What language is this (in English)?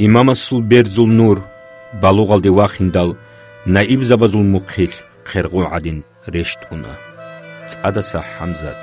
Avaric